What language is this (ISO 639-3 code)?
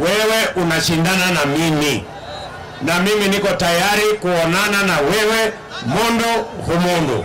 kam